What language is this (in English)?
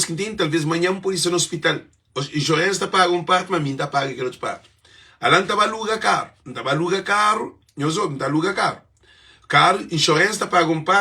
Kabuverdianu